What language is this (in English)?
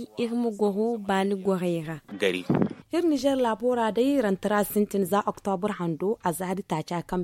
Zarma